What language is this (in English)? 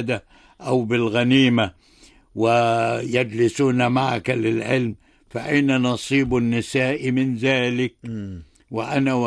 Arabic